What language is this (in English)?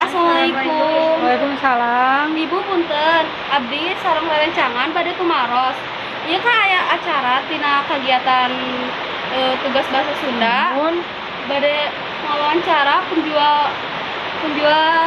Sundanese